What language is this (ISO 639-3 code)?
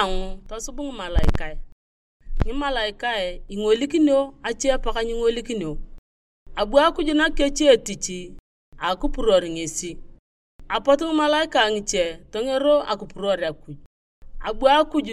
tuv